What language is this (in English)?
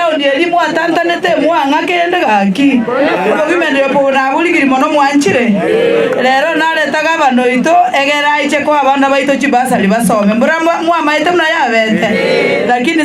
Gusii